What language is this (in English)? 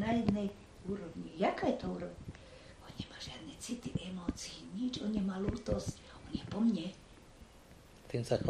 Slovak